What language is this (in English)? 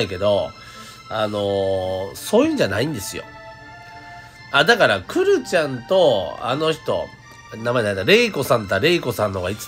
Japanese